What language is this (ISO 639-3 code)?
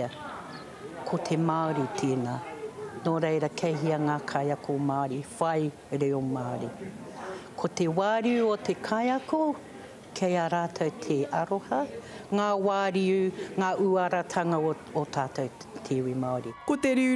mri